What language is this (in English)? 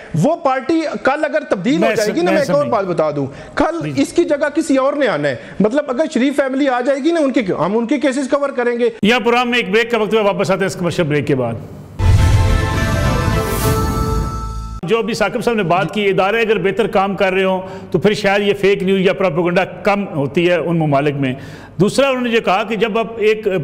Urdu